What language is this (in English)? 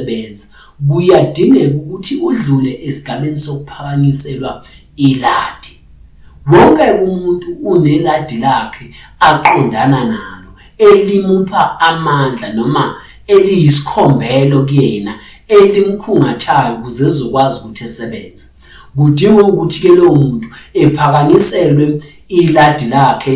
Zulu